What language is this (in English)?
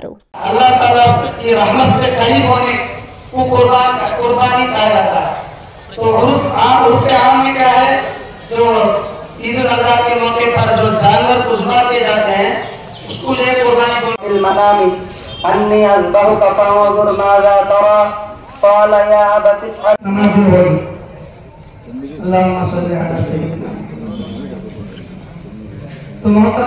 Telugu